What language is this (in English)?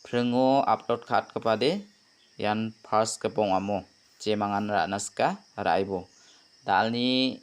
Garo